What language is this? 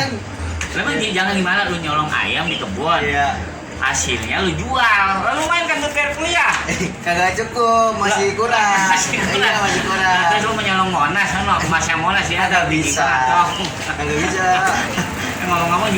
Betawi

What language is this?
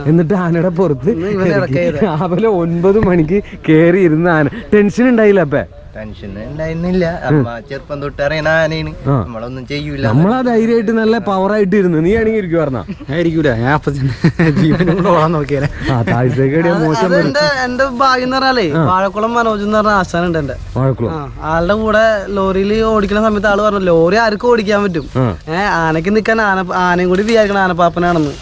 Malayalam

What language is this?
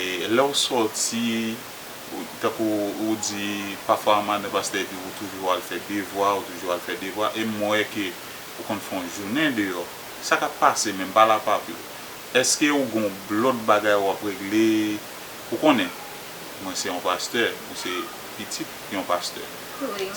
Haitian Creole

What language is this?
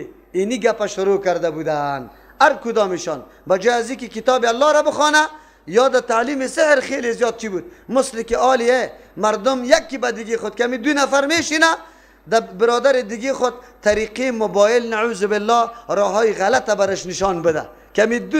Persian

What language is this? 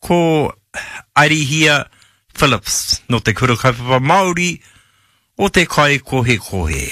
Māori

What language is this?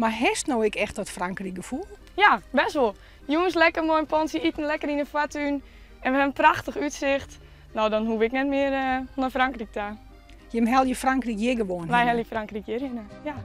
Western Frisian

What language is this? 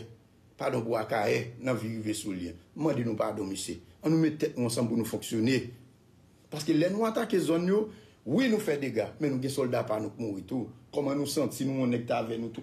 Haitian Creole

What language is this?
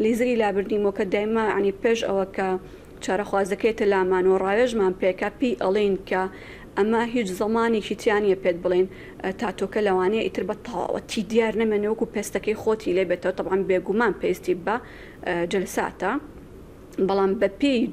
Central Kurdish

